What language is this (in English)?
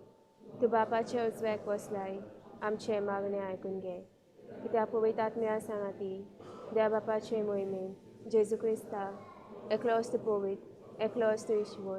Konkani